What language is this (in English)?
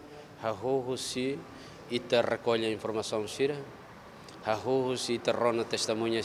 Tetum